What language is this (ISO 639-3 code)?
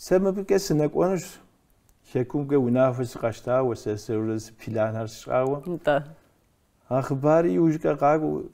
kbd